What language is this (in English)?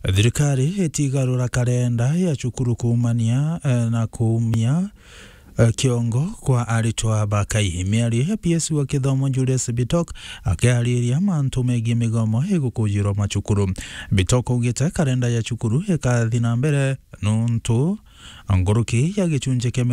Meru